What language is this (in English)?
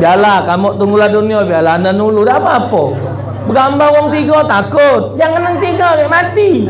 Musi